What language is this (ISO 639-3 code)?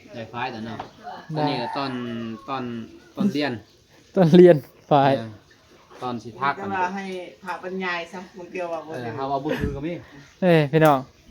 tts